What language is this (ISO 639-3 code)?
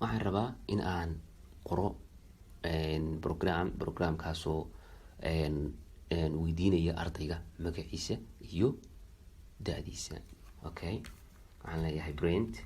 som